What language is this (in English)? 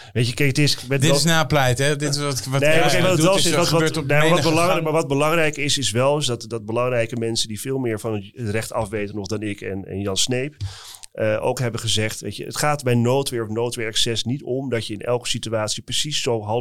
Dutch